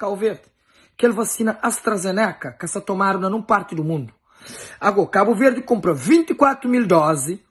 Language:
Kabuverdianu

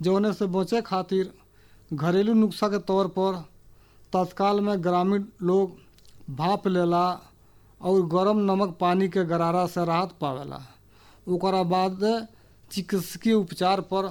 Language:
Bhojpuri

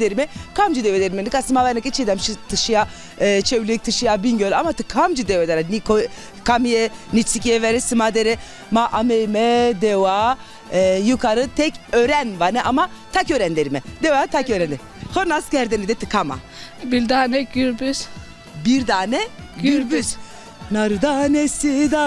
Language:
Zaza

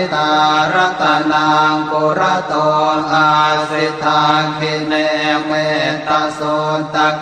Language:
Pali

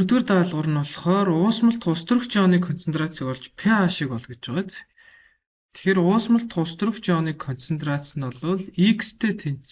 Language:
Mongolian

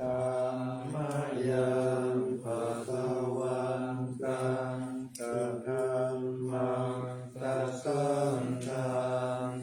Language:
Pali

